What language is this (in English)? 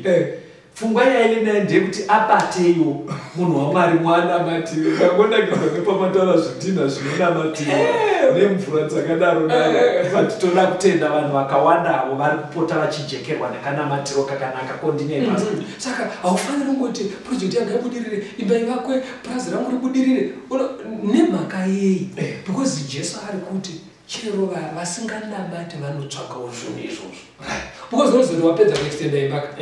Shona